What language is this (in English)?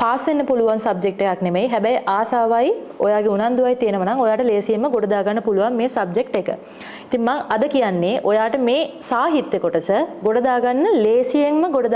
Sinhala